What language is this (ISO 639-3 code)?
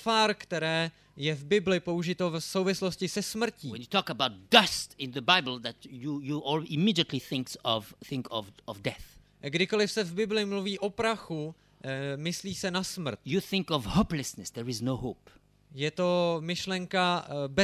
ces